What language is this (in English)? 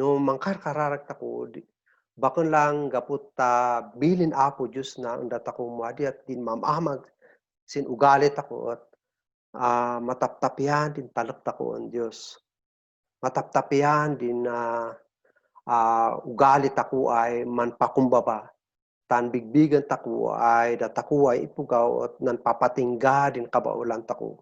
Kankanaey